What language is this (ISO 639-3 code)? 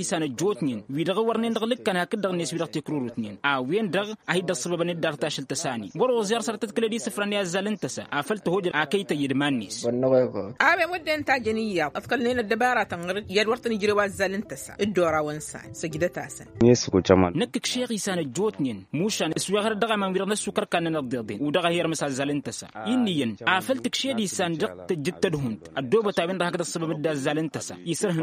taq